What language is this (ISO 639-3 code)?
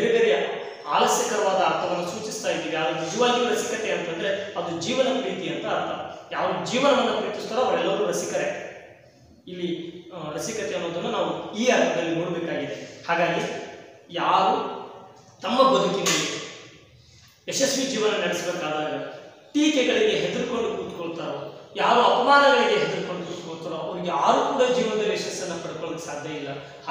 kan